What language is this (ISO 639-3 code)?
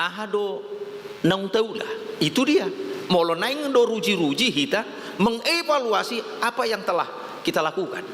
bbc